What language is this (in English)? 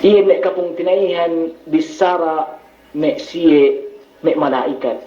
Yakan